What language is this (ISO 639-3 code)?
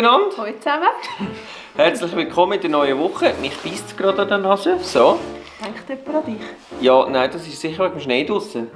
gsw